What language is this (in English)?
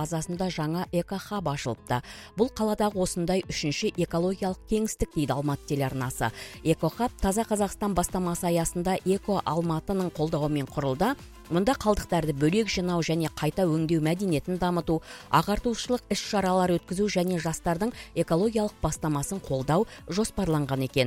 Kazakh